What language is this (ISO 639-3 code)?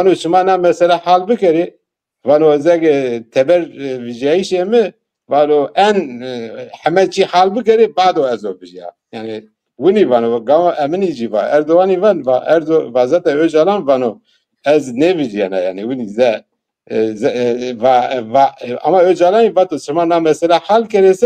zza